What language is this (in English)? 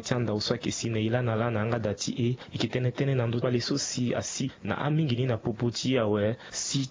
Sango